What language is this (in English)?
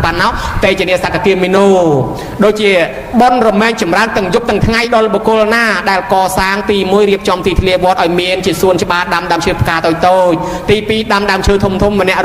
Khmer